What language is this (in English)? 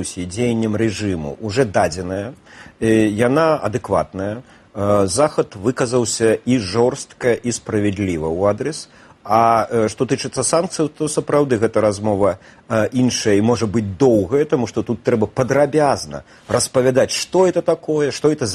Belarusian